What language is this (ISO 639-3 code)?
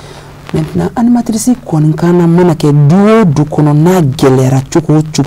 bam